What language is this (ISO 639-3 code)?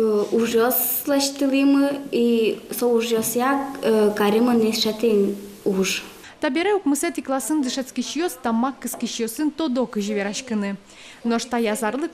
udm